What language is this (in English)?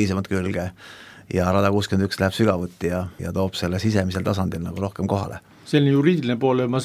Estonian